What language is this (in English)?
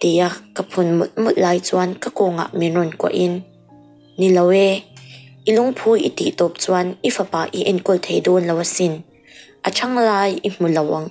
Mizo